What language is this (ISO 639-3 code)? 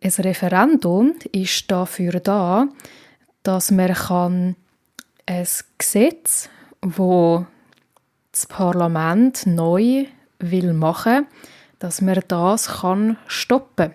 gsw